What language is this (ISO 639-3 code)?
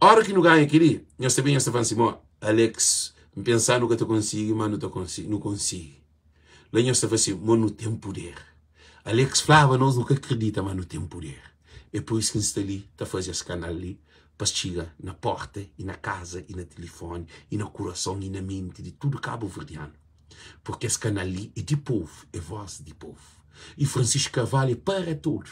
kea